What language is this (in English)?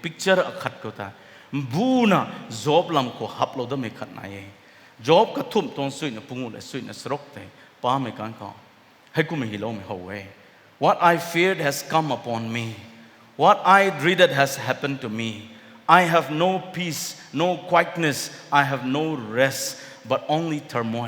Rongmei Naga